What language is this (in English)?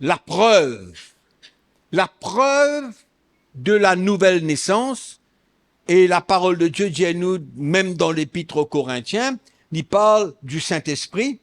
Morisyen